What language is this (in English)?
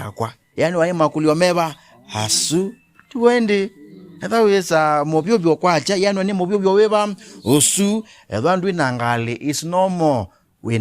Kamba